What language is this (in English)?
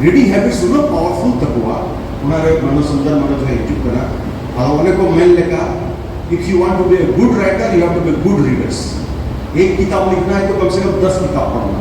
Santali